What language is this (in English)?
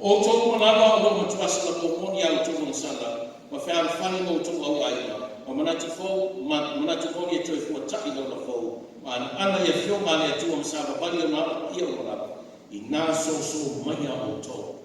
Samoan